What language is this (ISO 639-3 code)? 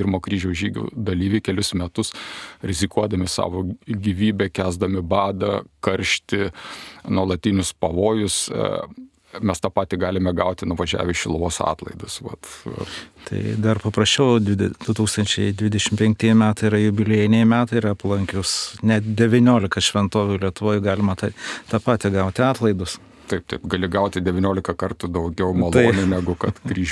lit